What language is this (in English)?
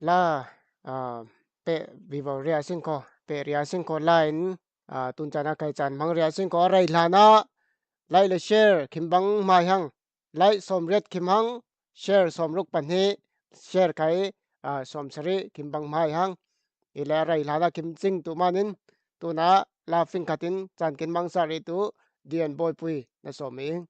Falam Chin